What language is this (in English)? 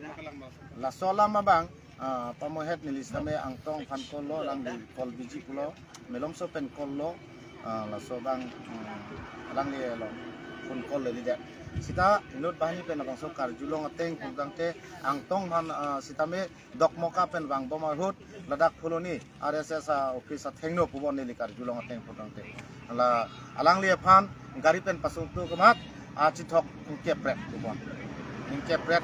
Karbi